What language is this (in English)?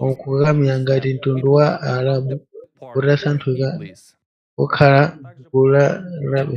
Nyanja